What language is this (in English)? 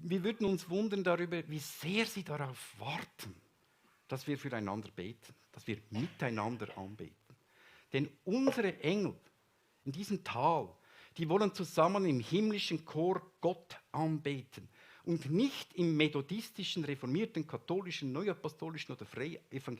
Swiss German